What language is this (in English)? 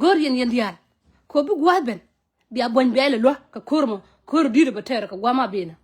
Nuer